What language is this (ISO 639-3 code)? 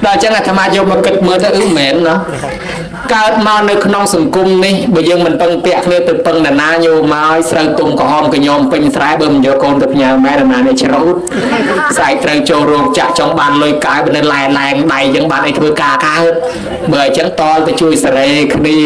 khm